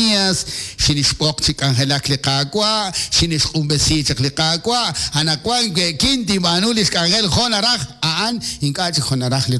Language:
Kekchí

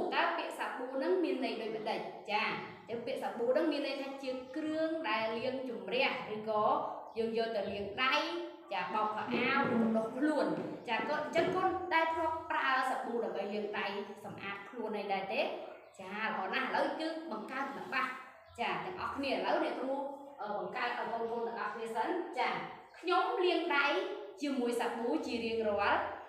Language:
Khmer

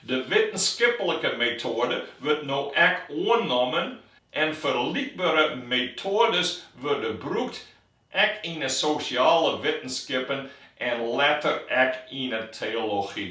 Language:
Western Frisian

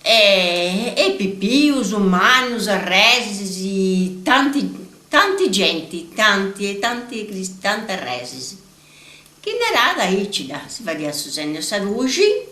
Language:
Sardinian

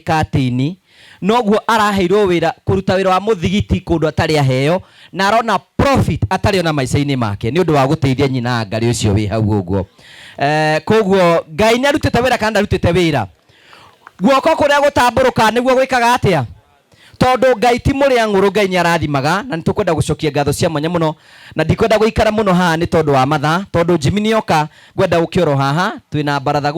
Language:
Kikuyu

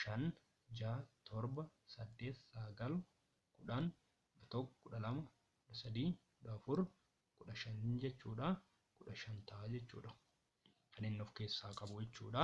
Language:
Oromo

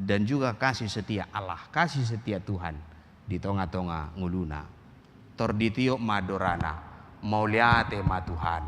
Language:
Batak Toba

